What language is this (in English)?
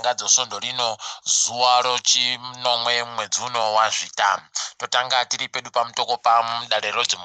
Ndau